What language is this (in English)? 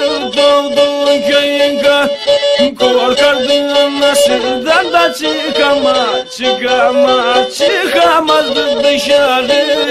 Turkish